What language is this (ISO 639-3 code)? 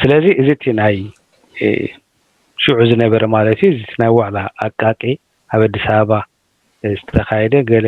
tir